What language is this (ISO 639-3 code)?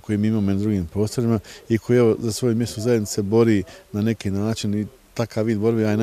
bos